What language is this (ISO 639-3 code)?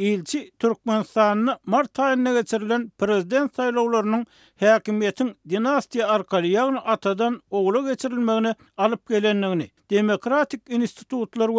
tuk